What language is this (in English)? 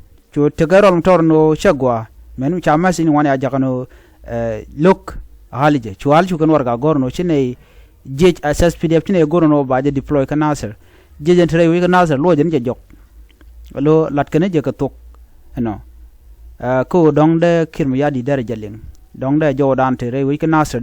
Nuer